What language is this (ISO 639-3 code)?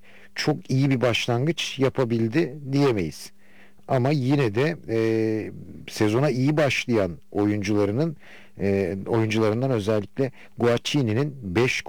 tur